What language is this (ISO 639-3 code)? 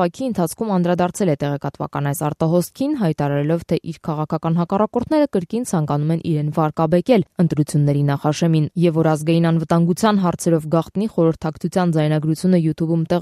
hye